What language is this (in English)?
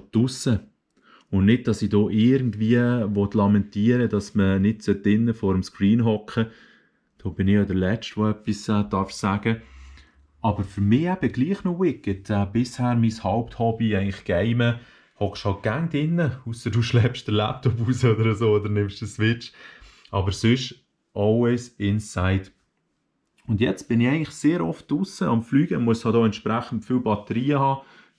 Swiss German